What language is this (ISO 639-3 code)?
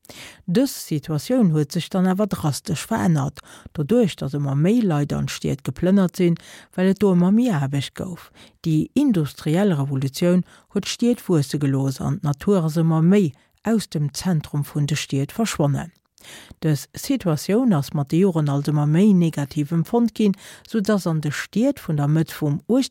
ltz